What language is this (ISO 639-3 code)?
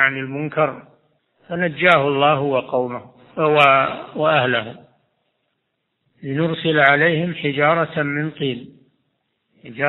ara